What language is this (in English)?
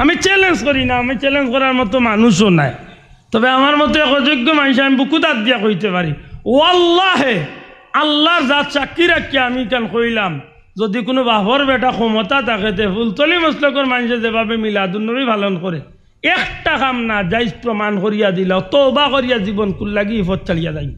Sylheti